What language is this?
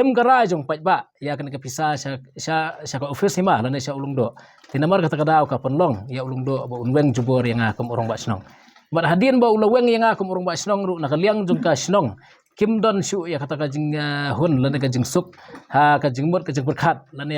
Khasi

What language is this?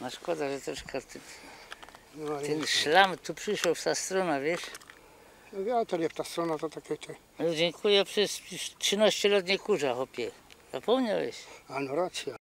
Silesian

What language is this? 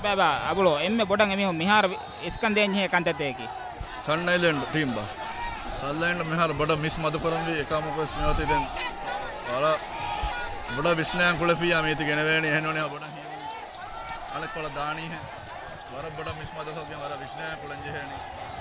Divehi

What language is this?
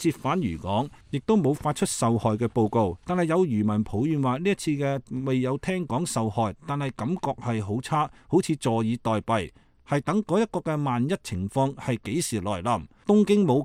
Cantonese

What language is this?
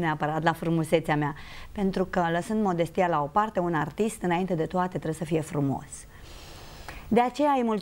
Romanian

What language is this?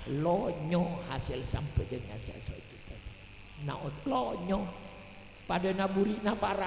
Madurese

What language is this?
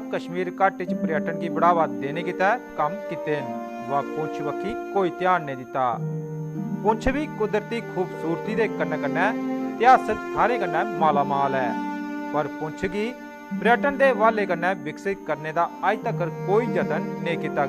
Dogri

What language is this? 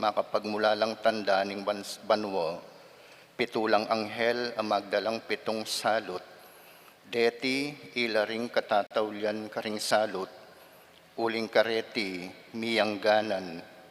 Pampanga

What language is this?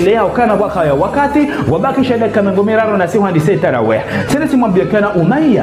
Ngazidja Comorian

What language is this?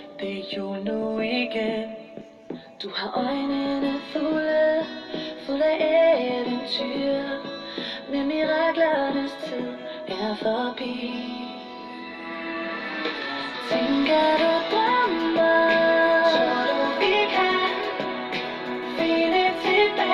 Danish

